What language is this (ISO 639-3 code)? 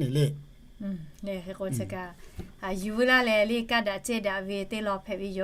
lhu